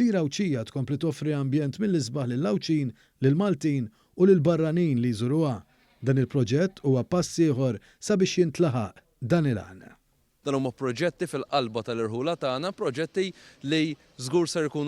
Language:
Maltese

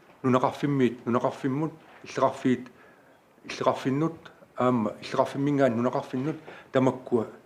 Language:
Kalaallisut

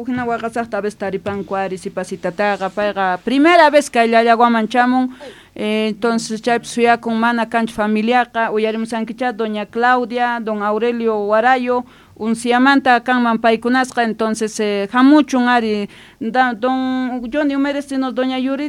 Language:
Quechua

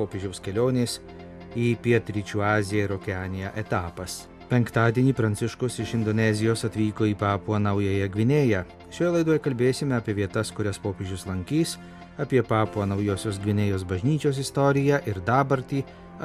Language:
Lithuanian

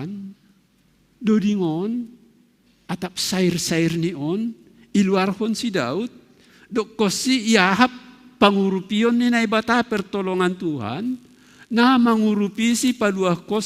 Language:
Batak Simalungun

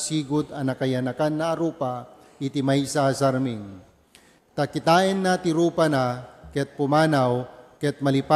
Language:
Iloko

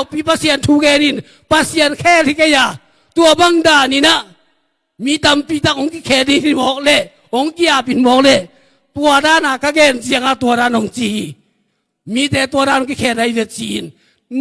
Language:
Tedim Chin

